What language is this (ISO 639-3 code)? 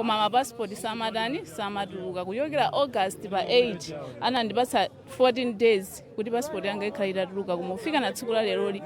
nya